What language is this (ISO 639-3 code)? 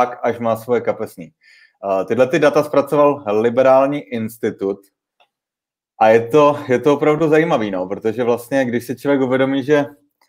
ces